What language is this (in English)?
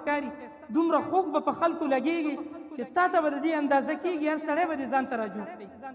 Pashto